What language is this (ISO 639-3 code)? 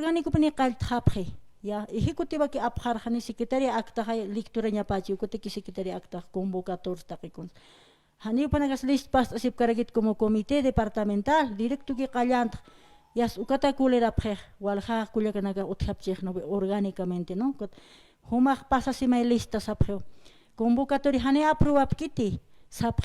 aym